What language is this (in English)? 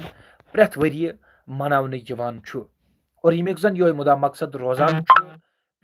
Kashmiri